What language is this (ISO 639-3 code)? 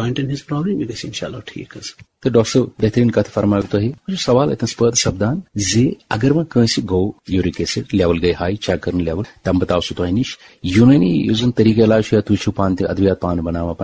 kas